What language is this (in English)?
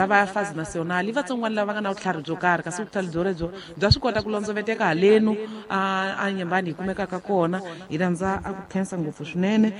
Tsonga